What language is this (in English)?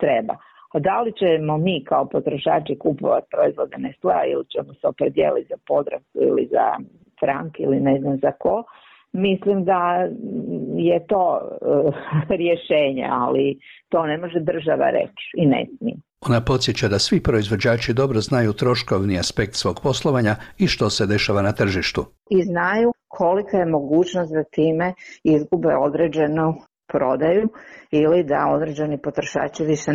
Bosnian